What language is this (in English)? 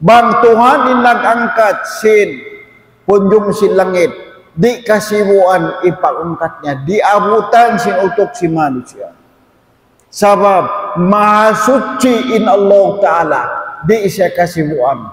Tausug